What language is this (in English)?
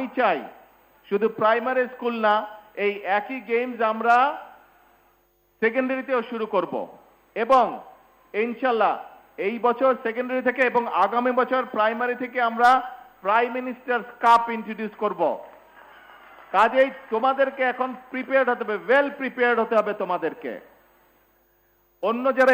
Bangla